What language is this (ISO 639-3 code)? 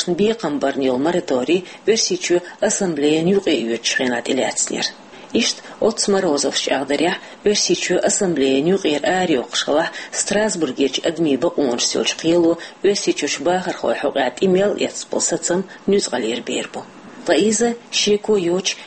che